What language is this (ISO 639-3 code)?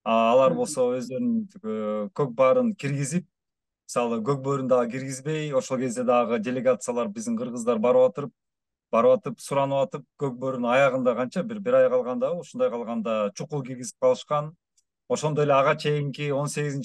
kir